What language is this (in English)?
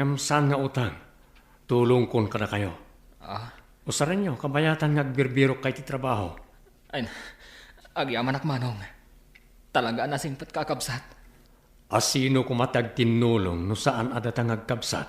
Iloko